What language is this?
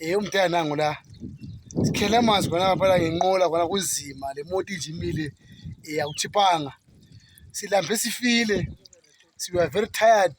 Zulu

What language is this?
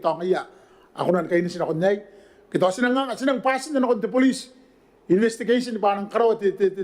Gilbertese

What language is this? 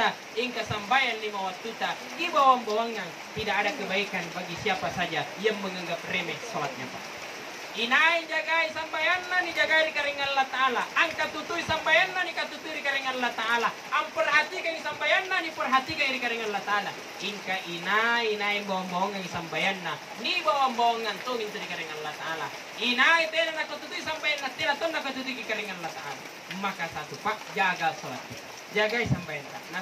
Makasar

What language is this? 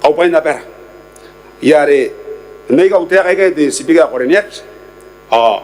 Gilbertese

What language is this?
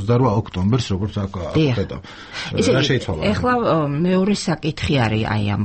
Georgian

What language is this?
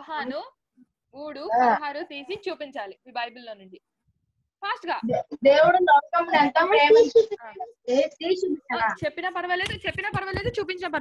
Telugu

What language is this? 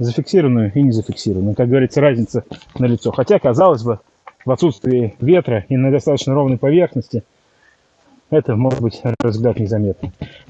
Russian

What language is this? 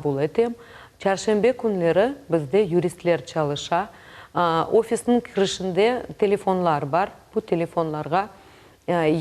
Crimean Tatar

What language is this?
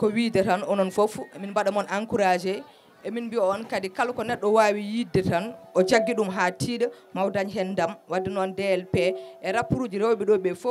Fula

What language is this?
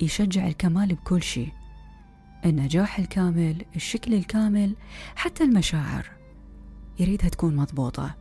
Mesopotamian Arabic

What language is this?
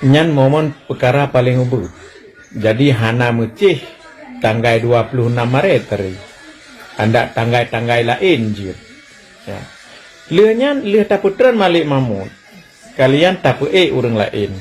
Achinese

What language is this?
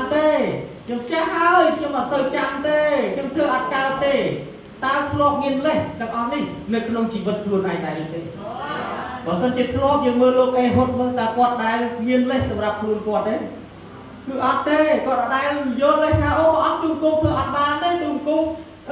Khmer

